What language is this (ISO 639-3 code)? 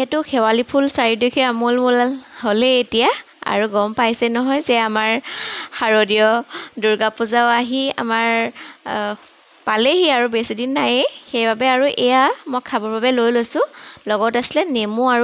asm